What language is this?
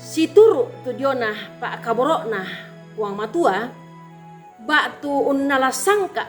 Toraja-Sa'dan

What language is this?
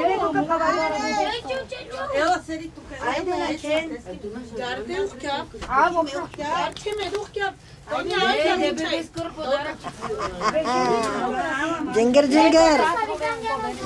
Bulgarian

